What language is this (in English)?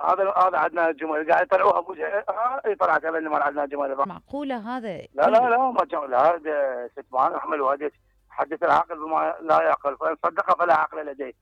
Mesopotamian Arabic